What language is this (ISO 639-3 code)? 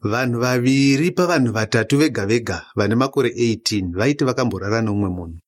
sna